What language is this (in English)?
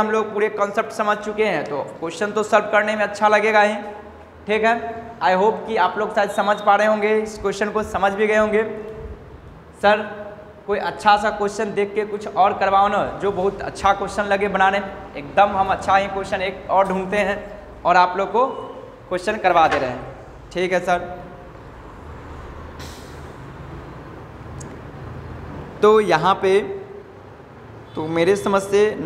Hindi